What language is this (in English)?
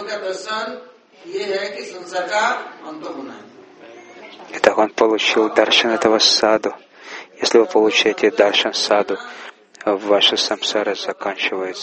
Russian